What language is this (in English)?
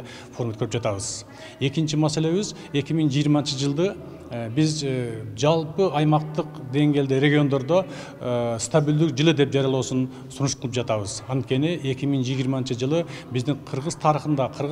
Kyrgyz